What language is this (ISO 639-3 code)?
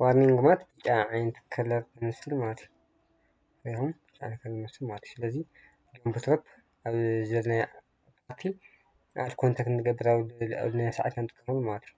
tir